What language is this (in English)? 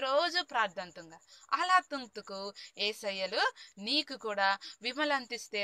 Koya